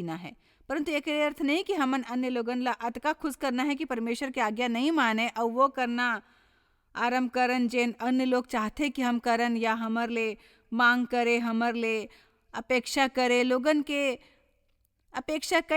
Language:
Chhattisgarhi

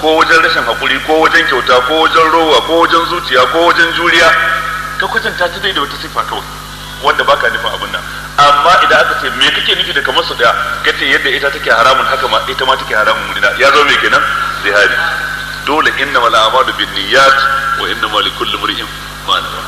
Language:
Hausa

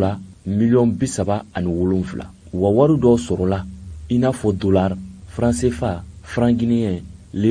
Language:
Bambara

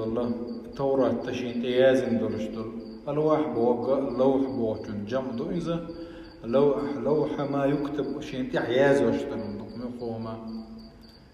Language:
Chechen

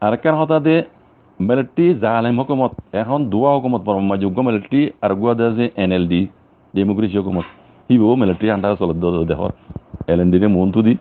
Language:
Rohingya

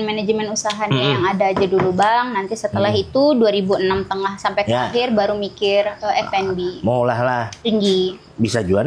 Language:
Banjar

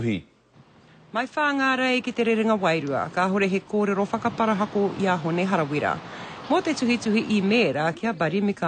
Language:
Māori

